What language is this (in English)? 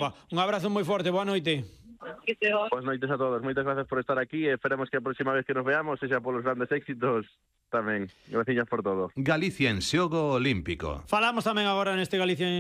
Galician